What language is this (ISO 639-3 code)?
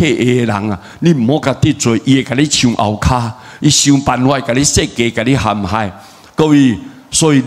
nan